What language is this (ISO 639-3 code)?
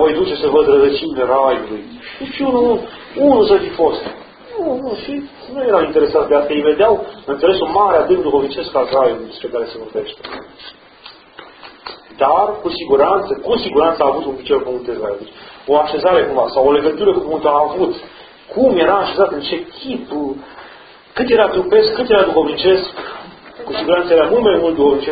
ron